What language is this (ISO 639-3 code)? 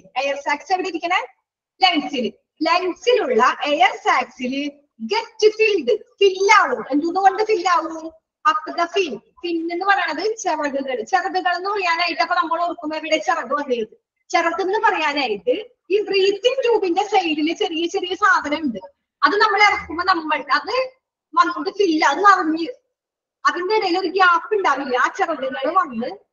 mal